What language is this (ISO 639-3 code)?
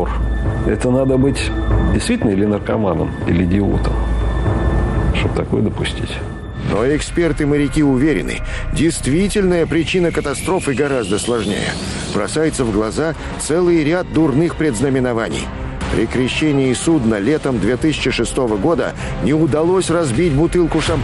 rus